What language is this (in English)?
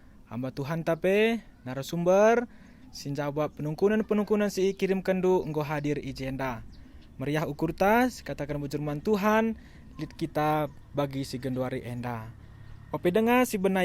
Batak Karo